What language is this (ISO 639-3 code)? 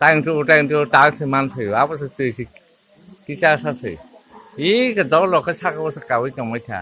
trp